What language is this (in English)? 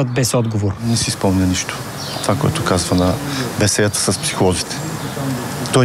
Bulgarian